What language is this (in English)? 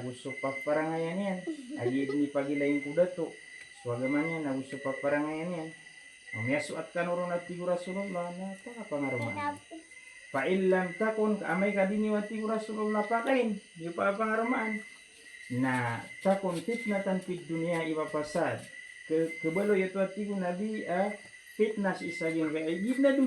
Maranao